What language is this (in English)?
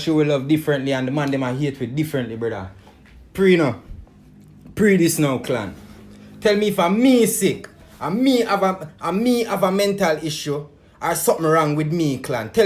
Jamaican Creole English